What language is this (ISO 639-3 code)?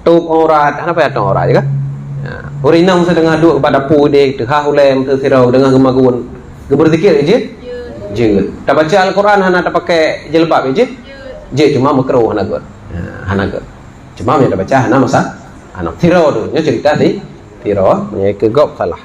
ace